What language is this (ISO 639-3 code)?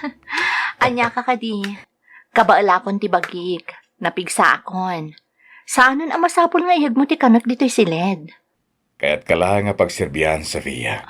ilo